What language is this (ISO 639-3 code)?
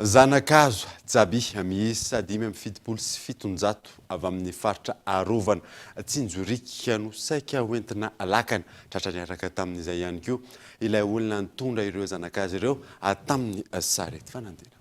mlg